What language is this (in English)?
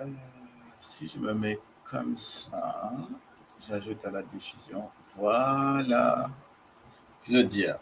Morisyen